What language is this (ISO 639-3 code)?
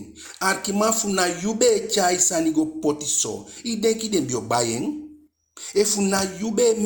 djk